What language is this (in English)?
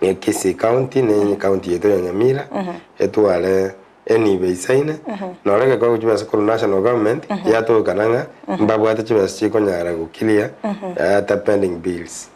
Gusii